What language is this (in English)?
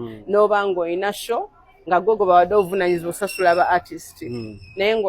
Ganda